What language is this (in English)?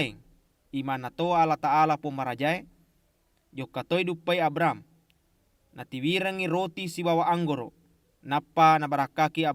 Buginese